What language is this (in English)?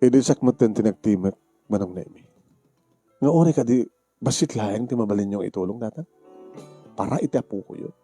Iloko